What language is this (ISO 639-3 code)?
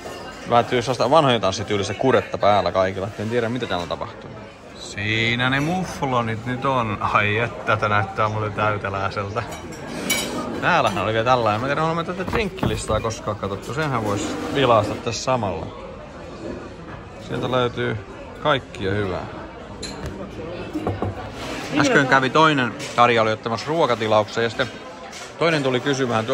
fin